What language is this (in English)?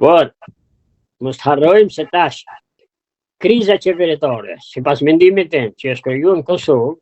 Albanian